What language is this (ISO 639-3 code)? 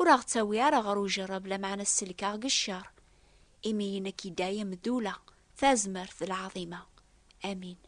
kab